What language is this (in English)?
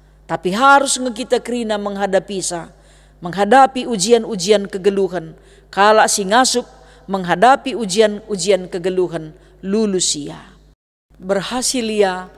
Batak Karo